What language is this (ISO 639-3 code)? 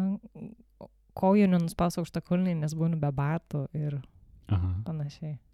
lit